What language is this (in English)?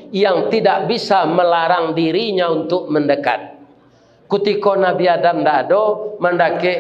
Minangkabau